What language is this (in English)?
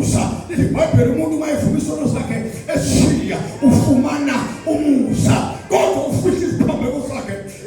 Zulu